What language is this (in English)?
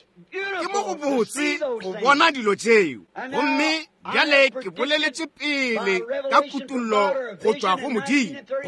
Northern Sotho